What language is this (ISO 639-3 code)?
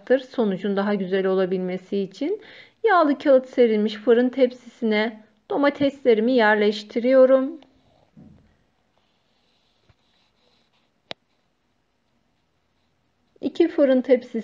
tur